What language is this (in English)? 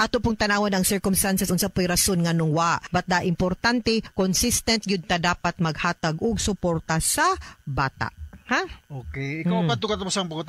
Cebuano